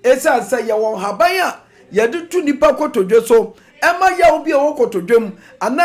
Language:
Akan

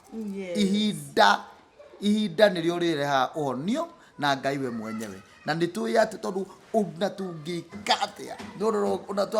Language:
Kikuyu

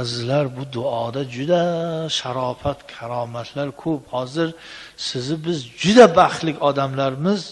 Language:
Uzbek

